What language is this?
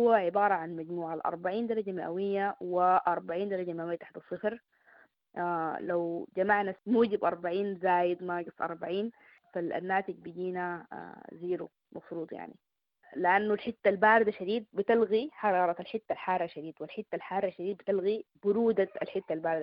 Sudanese Arabic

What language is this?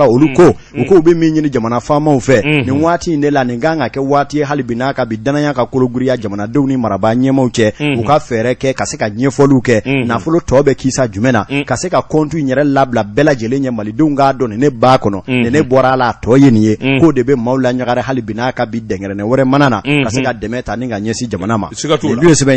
Bambara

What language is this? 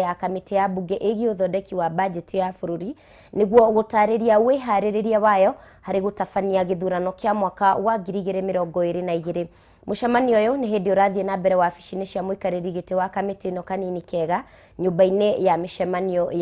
Kikuyu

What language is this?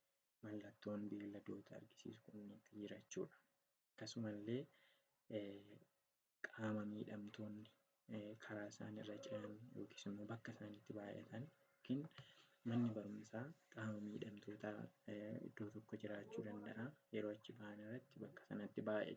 Oromo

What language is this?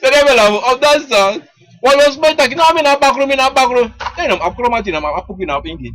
Sranan Tongo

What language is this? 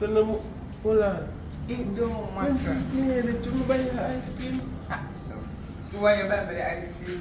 Jamaican Creole English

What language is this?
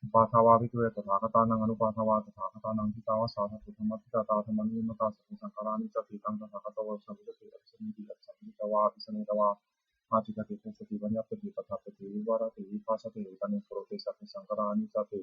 Pali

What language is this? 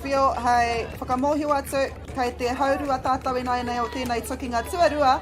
Māori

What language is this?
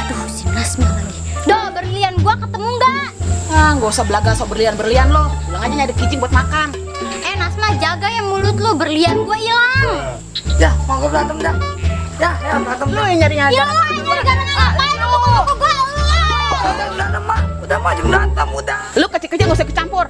Betawi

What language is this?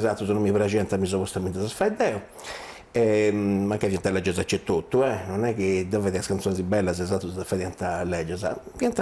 Sardinian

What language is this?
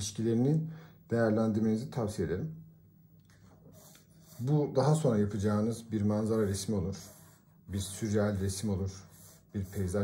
Turkish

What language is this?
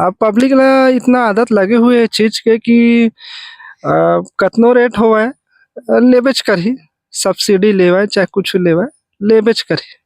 Chhattisgarhi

